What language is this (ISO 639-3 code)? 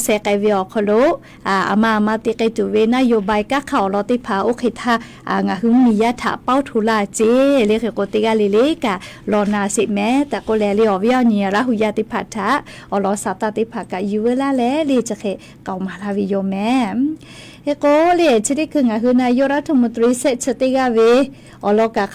lhu